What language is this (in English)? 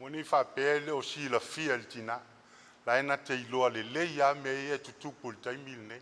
Samoan